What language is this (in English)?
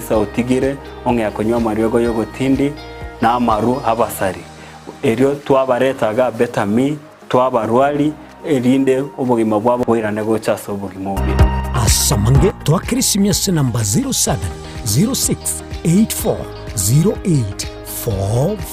Gusii